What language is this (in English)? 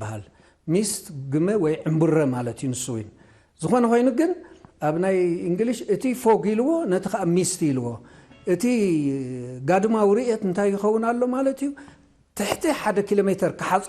Tigrinya